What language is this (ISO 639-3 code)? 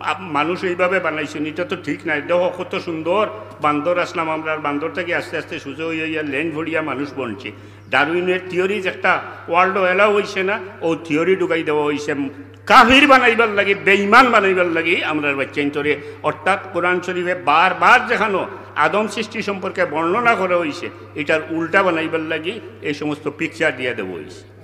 syl